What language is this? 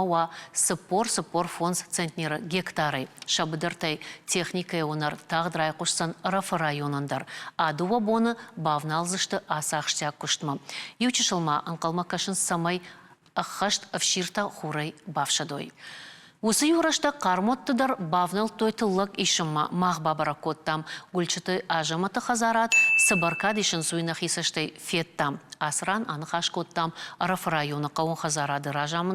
Ossetic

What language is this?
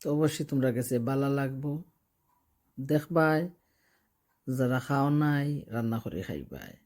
Sylheti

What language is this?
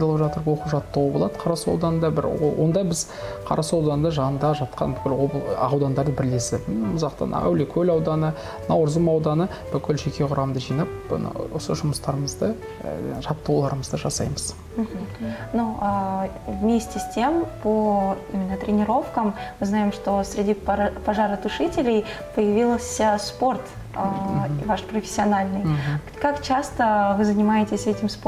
Kazakh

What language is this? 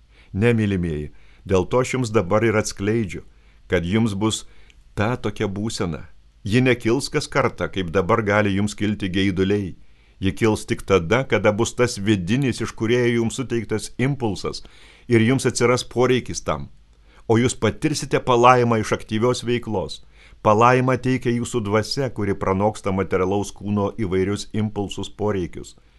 Lithuanian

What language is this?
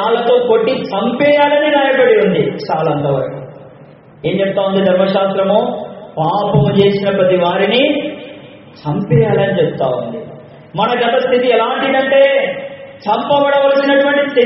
Telugu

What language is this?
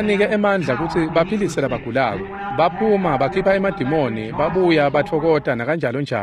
Swati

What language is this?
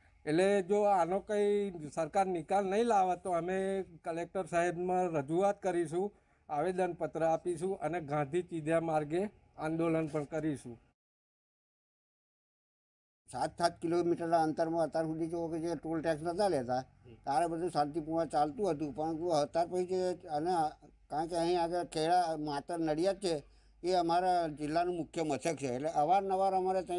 Gujarati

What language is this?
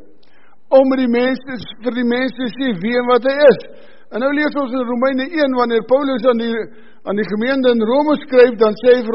Afrikaans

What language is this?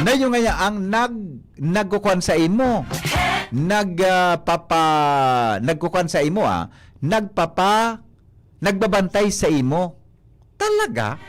Bikol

